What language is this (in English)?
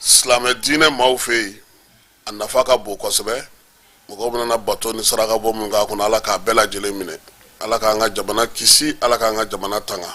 Bambara